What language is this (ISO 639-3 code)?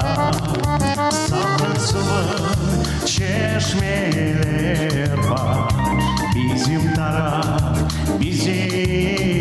crh